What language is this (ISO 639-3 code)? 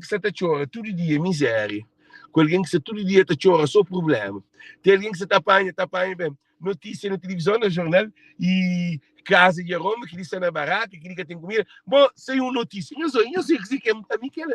kea